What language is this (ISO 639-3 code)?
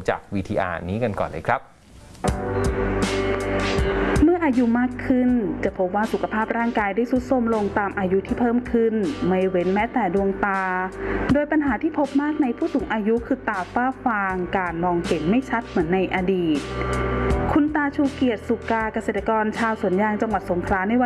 tha